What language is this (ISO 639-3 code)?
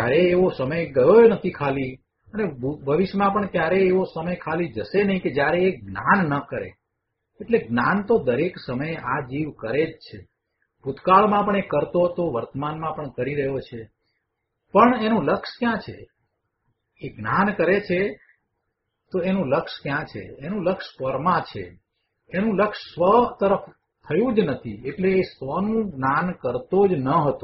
guj